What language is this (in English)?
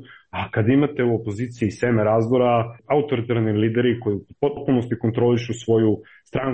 Serbian